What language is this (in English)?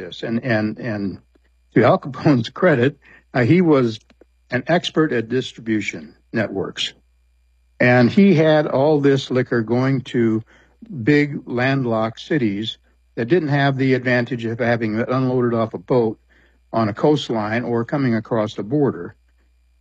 English